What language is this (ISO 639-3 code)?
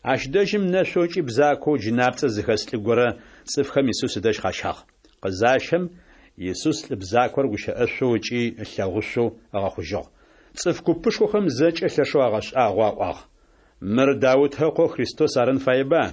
ady